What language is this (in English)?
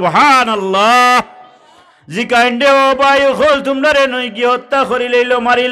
Sylheti